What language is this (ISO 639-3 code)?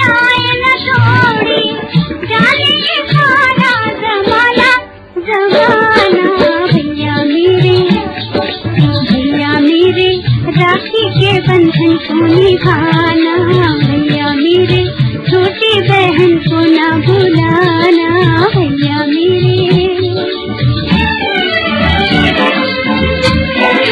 hin